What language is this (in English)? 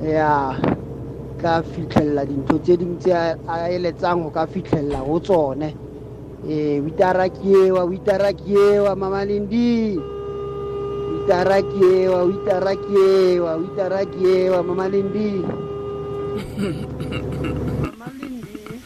Tswana